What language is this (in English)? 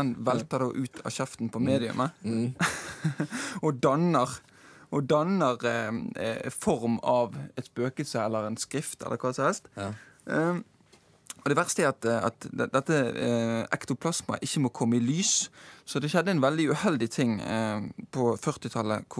Norwegian